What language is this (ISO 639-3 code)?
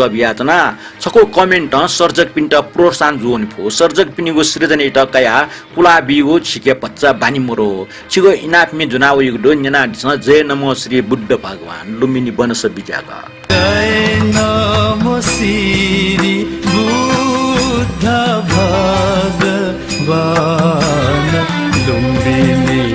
new